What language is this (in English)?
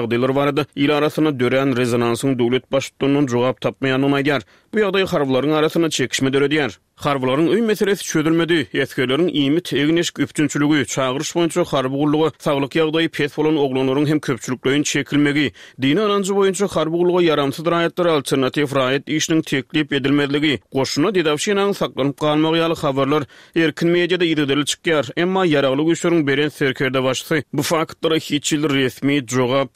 Turkmen